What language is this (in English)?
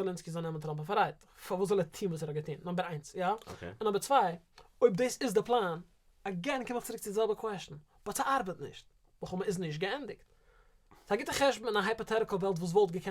Yiddish